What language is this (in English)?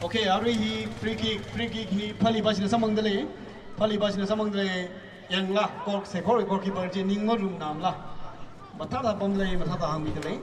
Tangkhul Naga (India)